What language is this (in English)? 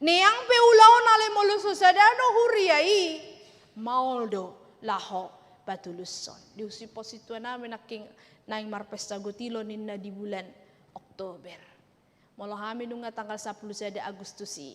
Batak Toba